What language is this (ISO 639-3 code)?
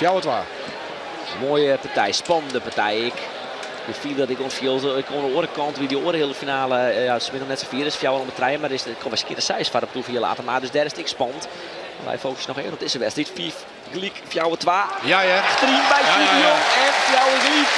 fry